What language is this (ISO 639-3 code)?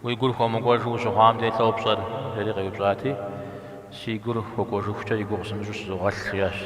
kbd